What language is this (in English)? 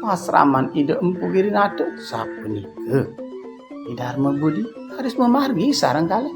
Balinese